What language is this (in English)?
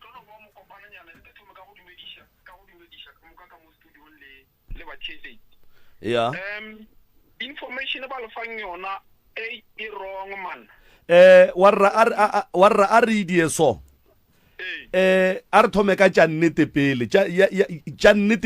Northern Sotho